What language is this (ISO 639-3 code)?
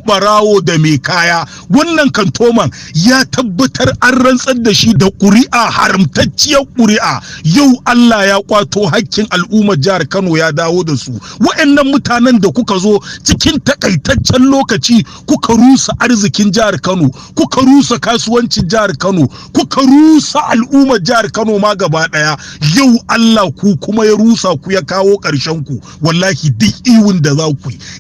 hau